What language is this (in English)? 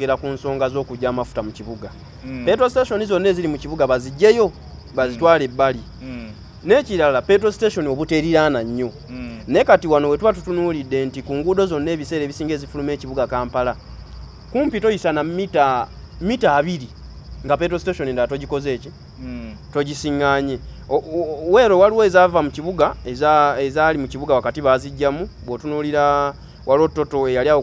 Ganda